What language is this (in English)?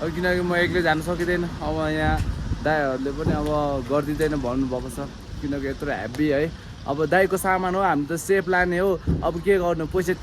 Nepali